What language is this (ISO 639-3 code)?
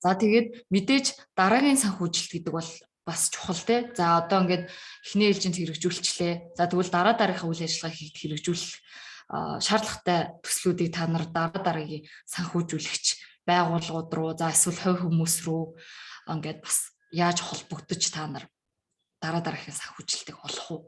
mon